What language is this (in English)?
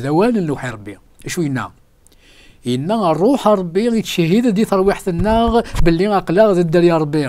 Kabyle